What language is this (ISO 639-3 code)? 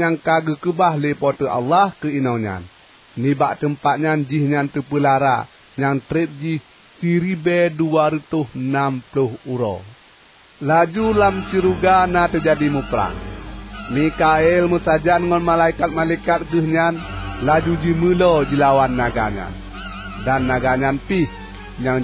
ace